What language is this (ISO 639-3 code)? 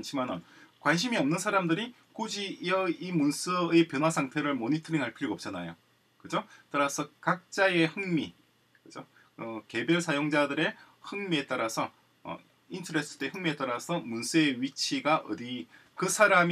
kor